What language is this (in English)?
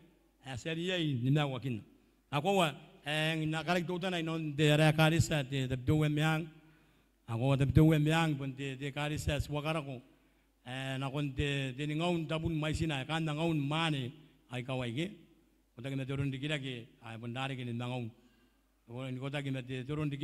Gilbertese